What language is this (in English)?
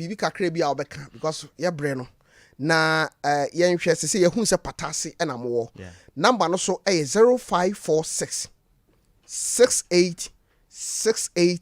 Akan